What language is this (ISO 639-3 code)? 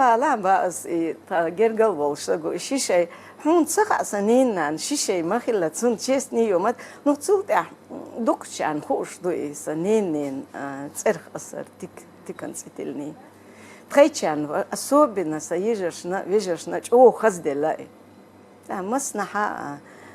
che